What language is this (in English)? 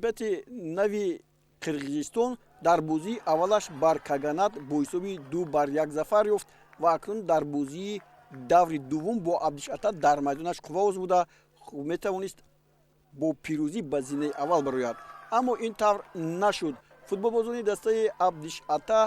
Tajik